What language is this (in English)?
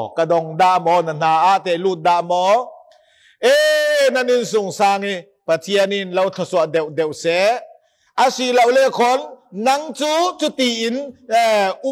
Falam Chin